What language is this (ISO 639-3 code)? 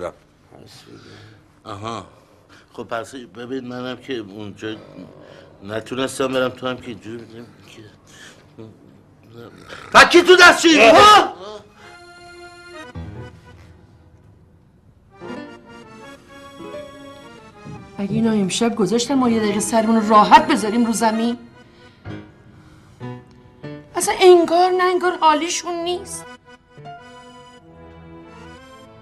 fas